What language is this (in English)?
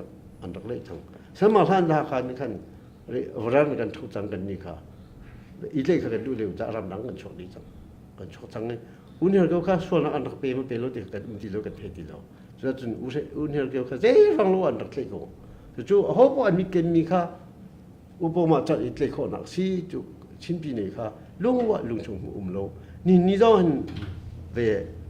Hakha Chin